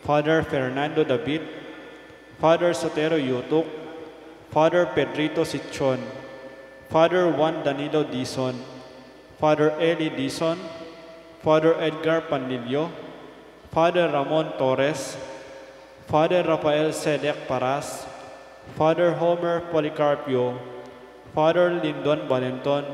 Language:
Pampanga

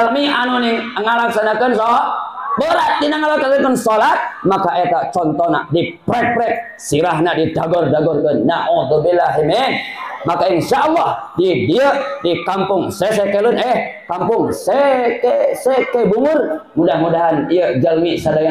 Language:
Sundanese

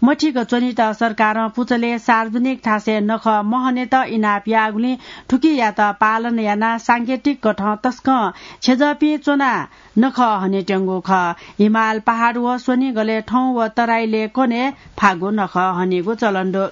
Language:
Newari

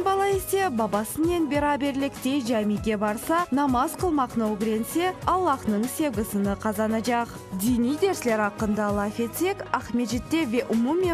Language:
Crimean Tatar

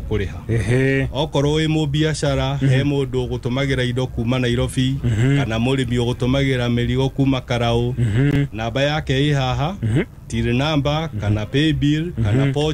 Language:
Kikuyu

